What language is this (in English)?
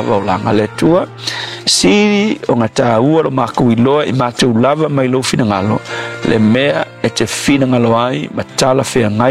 Samoan